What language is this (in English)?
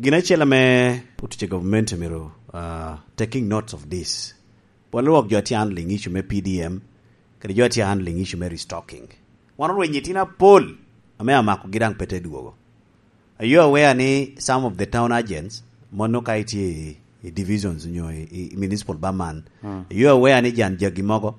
Lango (Uganda)